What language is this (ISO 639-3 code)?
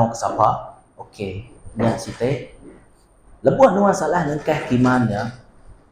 iba